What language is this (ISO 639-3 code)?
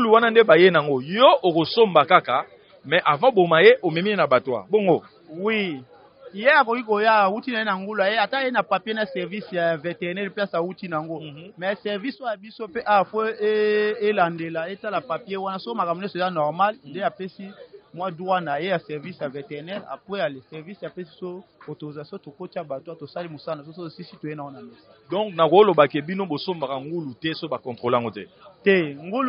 lin